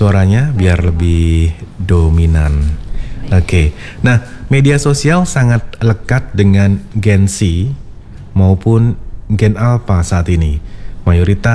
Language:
Indonesian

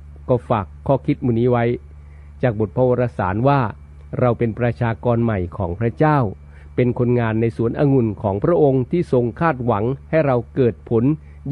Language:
Thai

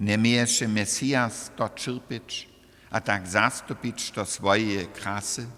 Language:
Upper Sorbian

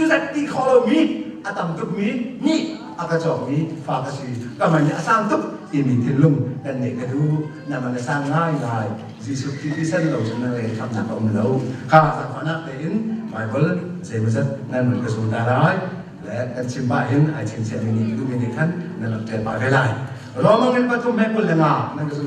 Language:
Hakha Chin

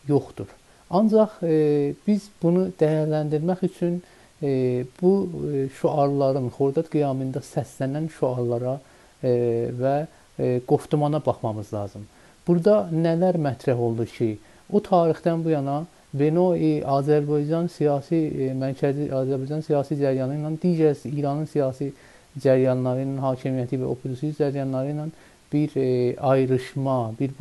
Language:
South Azerbaijani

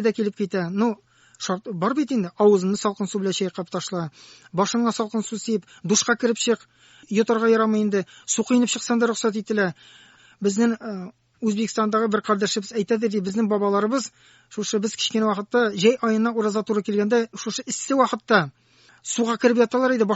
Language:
Tatar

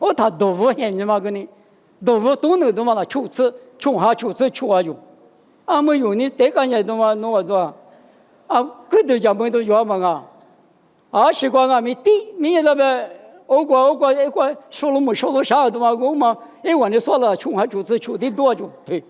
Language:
Lisu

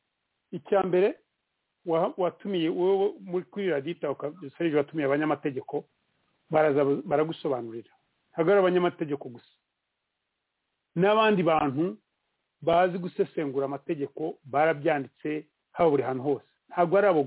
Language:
Kinyarwanda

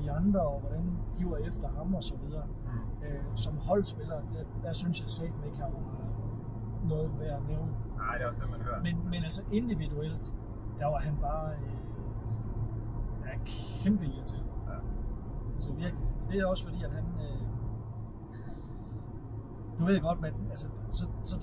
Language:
Danish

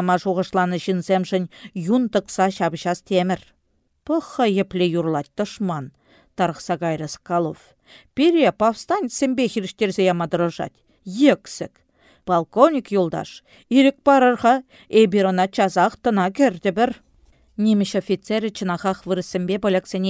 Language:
Chuvash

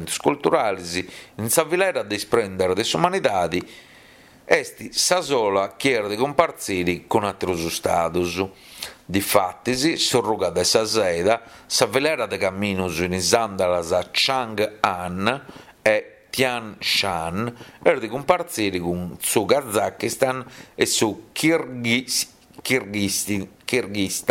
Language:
Sardinian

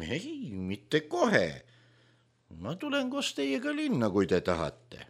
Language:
Estonian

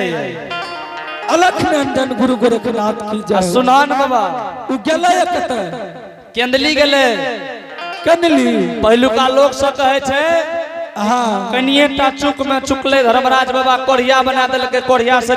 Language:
Angika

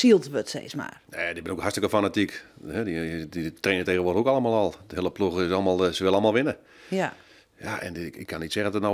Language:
Western Frisian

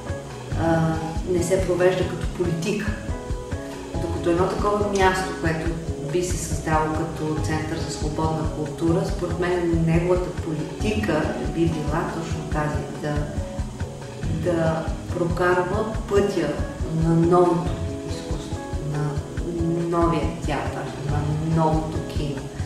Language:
Bulgarian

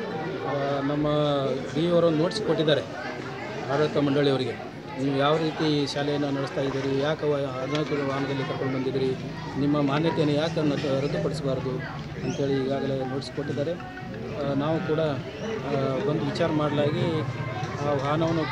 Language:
Kannada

